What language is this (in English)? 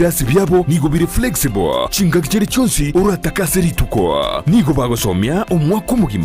Gusii